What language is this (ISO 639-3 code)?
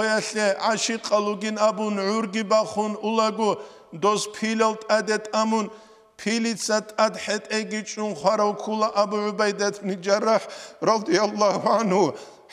ava